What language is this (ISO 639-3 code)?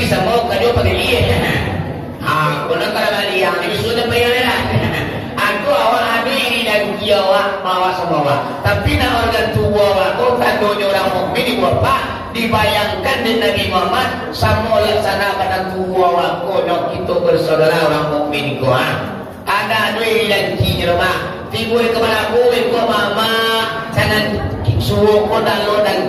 min